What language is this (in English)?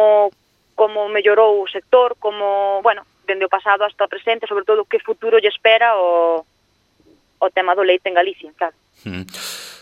Galician